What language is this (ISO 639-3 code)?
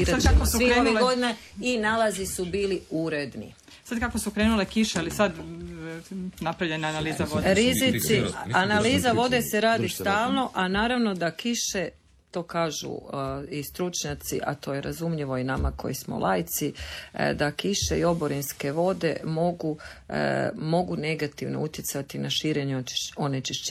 hrv